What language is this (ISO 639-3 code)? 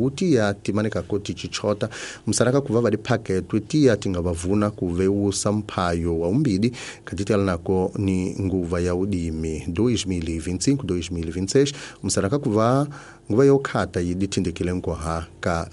tso